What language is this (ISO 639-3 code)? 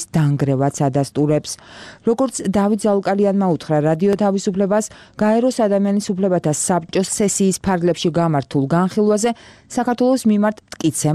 kat